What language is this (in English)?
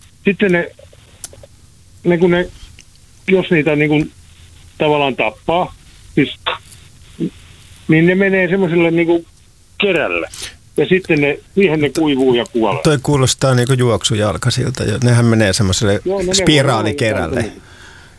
Finnish